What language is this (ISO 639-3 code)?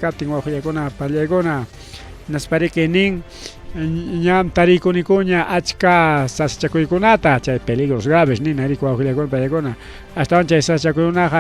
quy